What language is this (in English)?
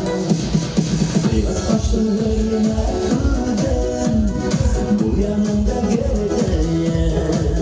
Bashkir